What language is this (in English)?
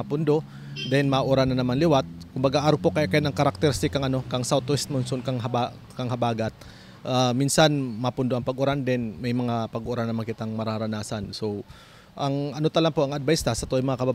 Bikol